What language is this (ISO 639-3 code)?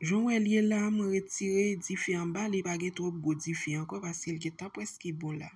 hat